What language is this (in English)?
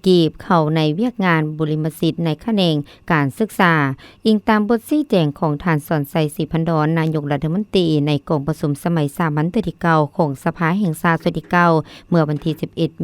Lao